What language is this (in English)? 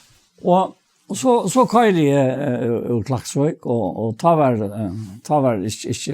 Faroese